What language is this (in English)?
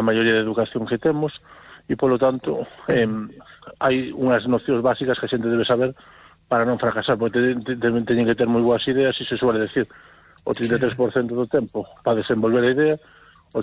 Galician